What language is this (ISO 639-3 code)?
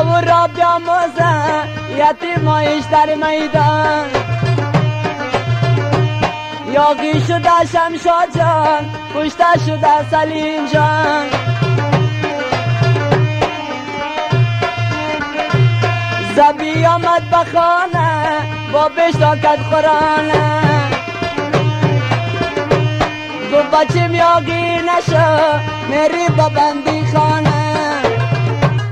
fas